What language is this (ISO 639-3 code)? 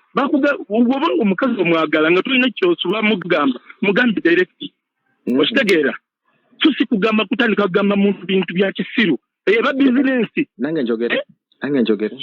lug